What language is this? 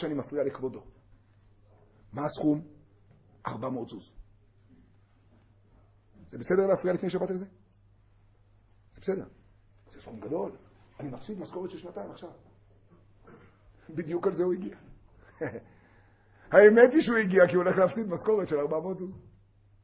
Hebrew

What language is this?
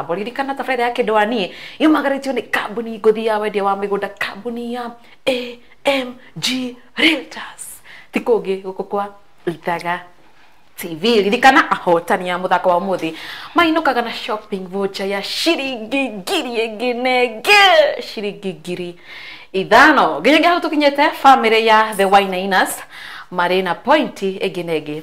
Kikuyu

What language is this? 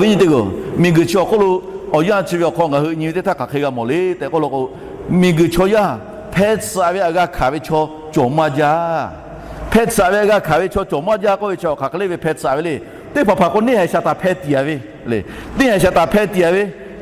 Lahu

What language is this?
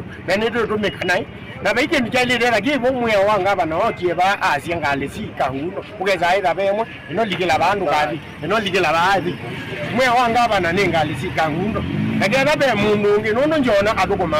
Kamba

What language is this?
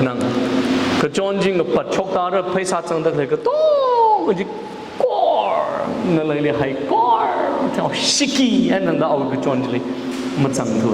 Tangkhul Naga (India)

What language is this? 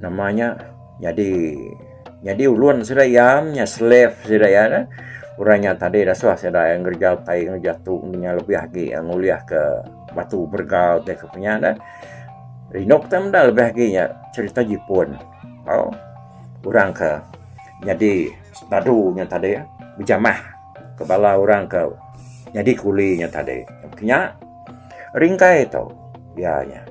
Iban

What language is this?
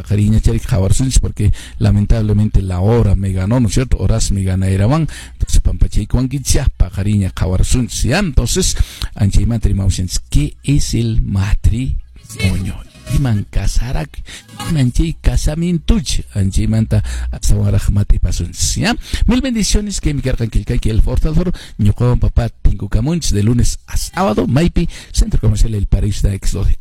Quechua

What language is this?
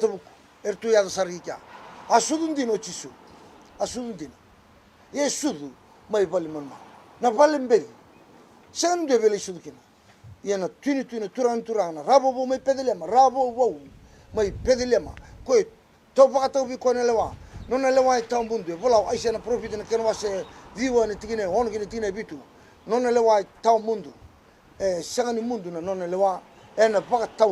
Fijian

